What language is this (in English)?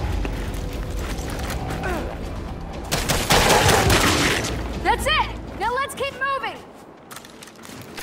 English